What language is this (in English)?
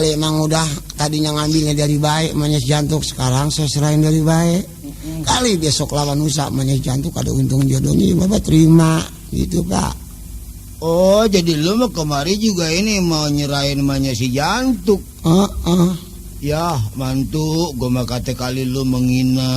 Betawi